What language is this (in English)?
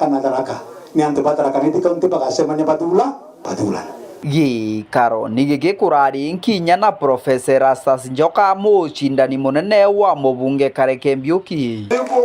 Meru